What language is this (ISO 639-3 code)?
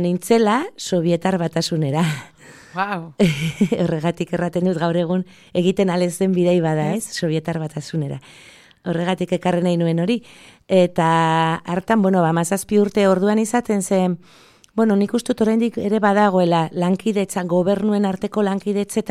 eus